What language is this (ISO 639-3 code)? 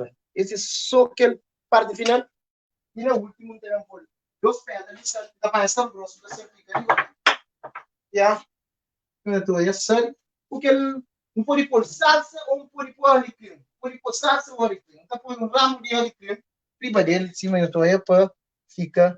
kea